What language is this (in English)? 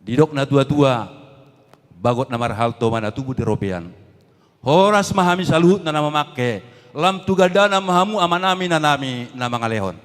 Batak Toba